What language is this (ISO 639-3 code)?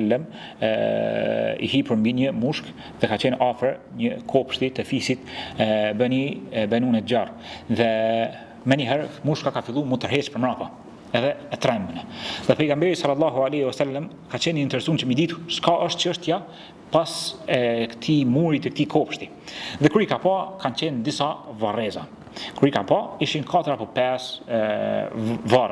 sqi